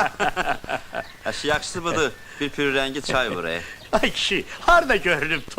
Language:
Azerbaijani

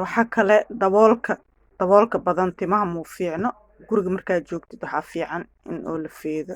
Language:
Somali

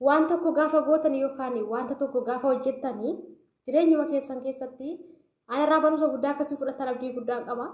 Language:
Oromo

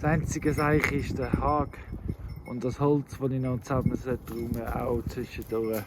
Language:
Swiss German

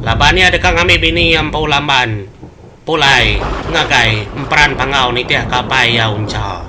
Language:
Iban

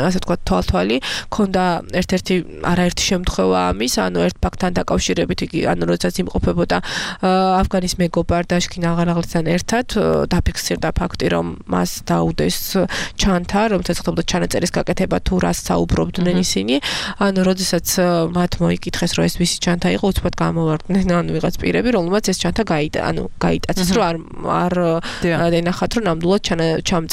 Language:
Georgian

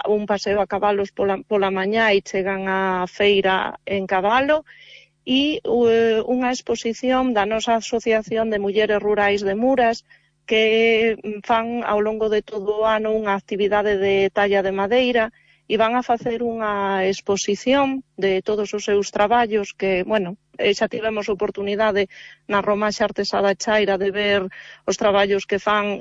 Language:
Galician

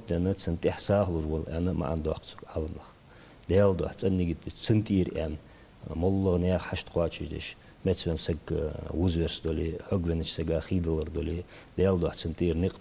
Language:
Ingush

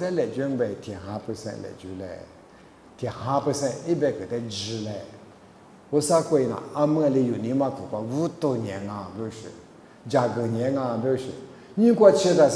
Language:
Lisu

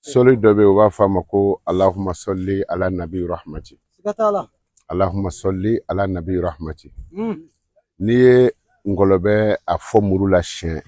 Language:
Bambara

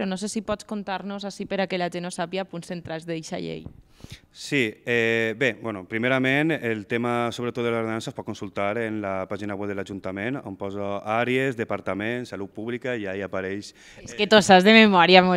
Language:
Catalan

